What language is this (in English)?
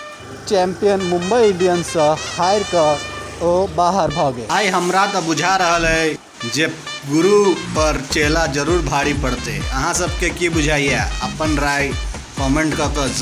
Maithili